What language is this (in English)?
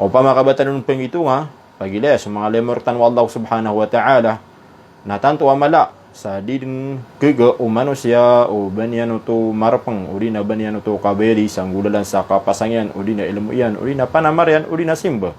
Maranao